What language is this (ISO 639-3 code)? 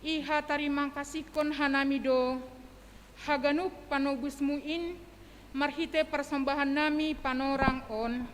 bts